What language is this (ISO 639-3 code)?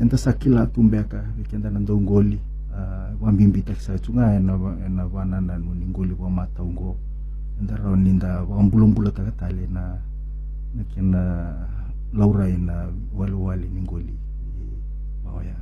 fij